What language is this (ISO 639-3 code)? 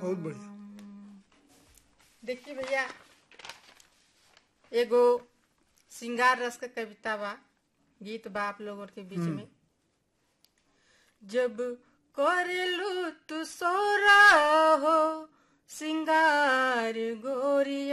bho